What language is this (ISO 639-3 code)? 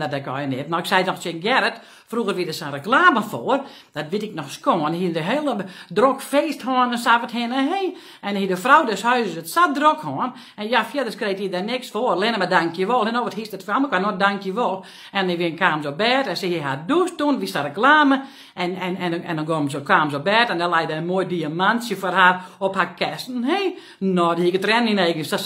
fry